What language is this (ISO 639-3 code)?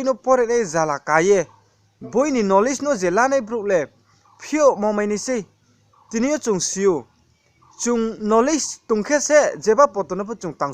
ria